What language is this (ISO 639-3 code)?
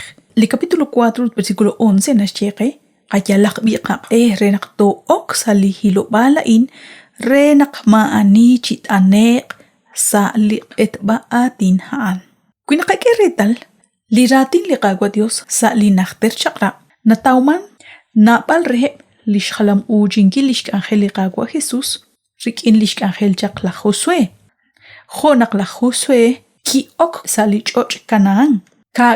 kek